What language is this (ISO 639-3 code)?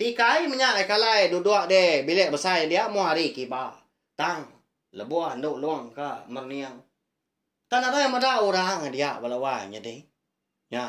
iba